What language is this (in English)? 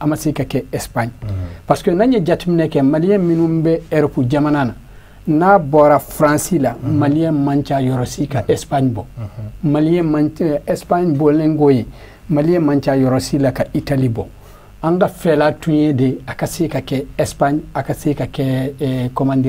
Bambara